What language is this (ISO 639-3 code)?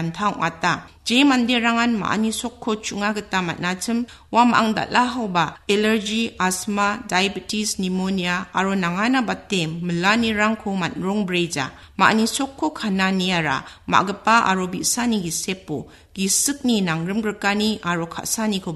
grt